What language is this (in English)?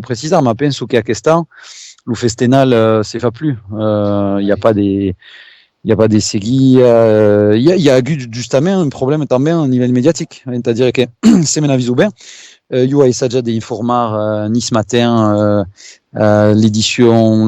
Occitan